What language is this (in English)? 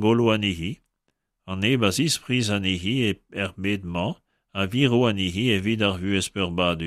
Breton